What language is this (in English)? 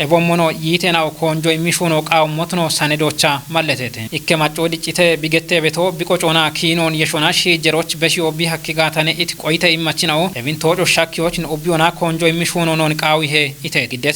Kafa